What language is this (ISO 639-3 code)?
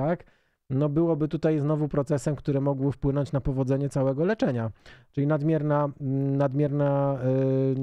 pol